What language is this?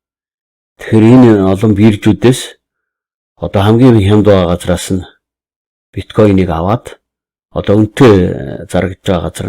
Mongolian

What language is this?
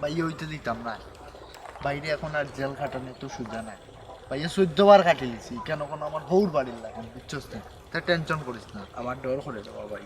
Sylheti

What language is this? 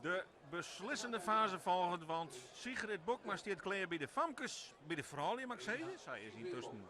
Western Frisian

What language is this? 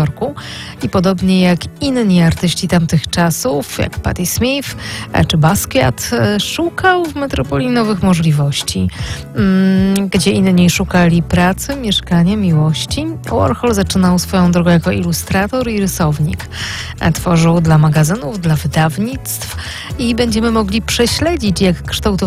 Polish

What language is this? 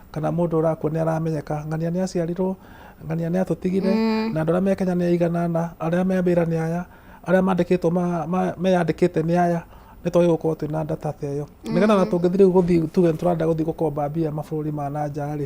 Kikuyu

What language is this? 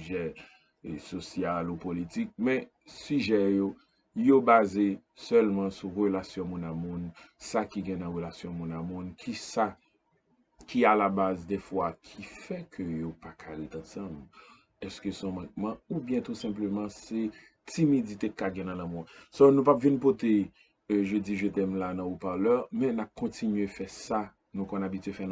Haitian Creole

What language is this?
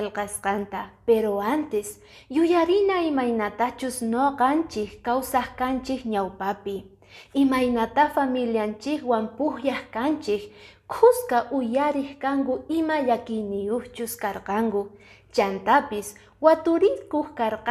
Quechua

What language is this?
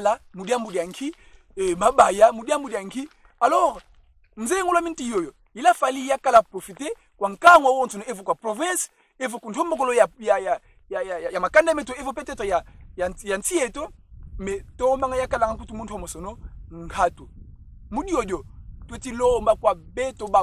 Kongo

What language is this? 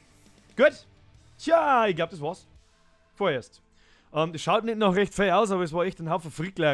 Bavarian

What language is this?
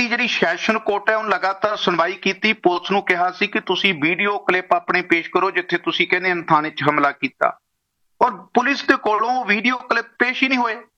Punjabi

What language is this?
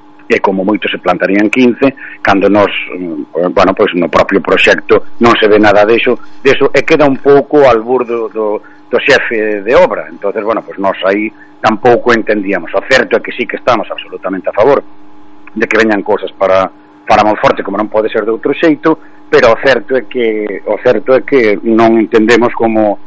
Galician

